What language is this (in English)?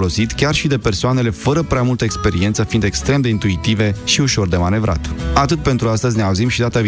Romanian